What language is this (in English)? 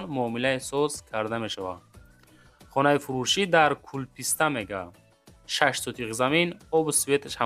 Tajik